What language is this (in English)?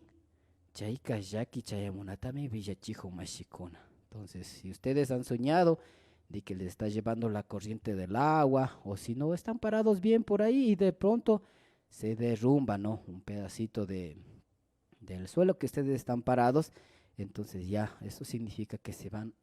Imbabura Highland Quichua